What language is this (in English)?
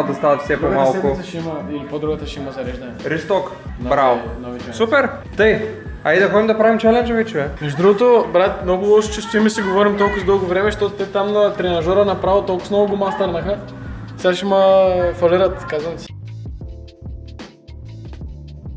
Bulgarian